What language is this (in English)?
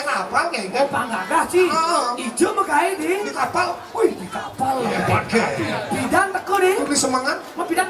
Balinese